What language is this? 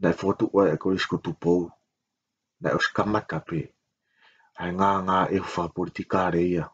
Tongan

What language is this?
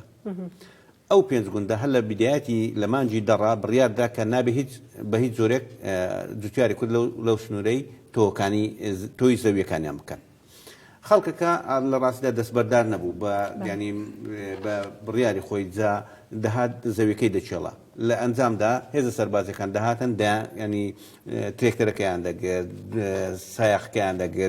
Central Kurdish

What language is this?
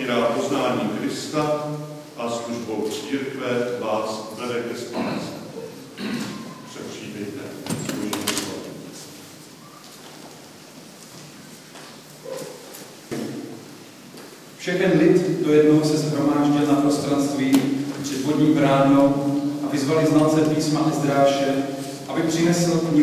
Czech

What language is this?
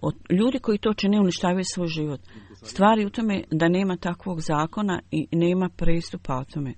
Bosnian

